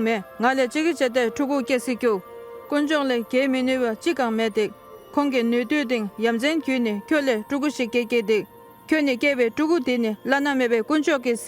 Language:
Dolpo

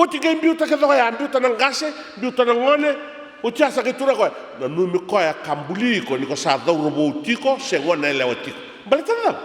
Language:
Fijian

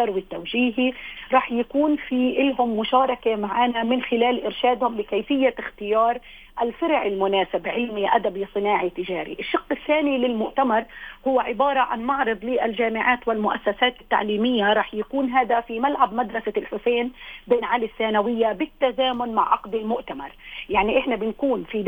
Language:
North Levantine Arabic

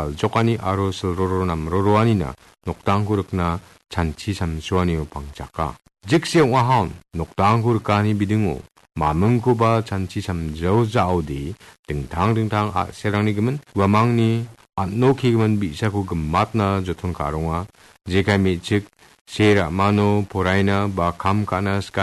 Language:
Garo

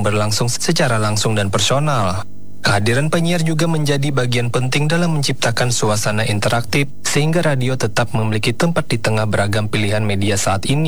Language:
Indonesian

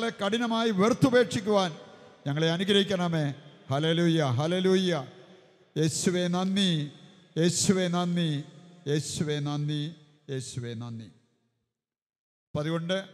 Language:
Malayalam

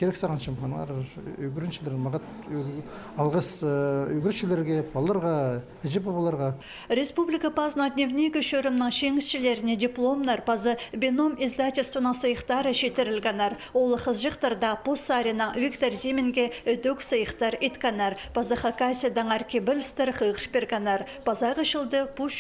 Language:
Khakas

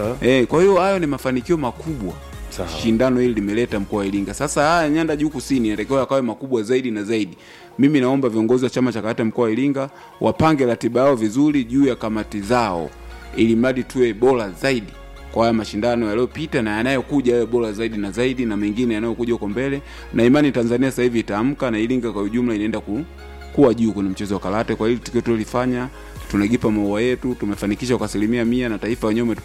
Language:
Swahili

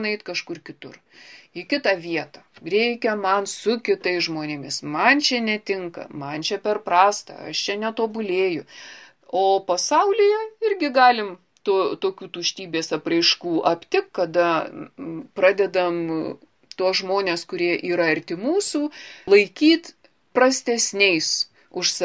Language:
Lithuanian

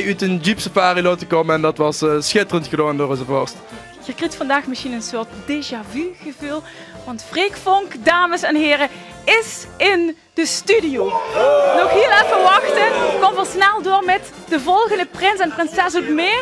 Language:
Limburgish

